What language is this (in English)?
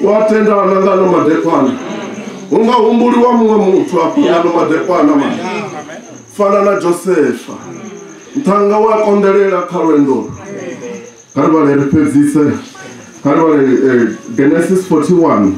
Venda